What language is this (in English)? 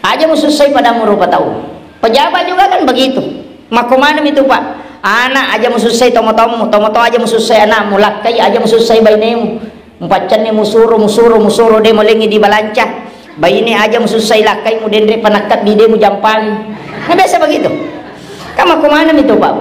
Buginese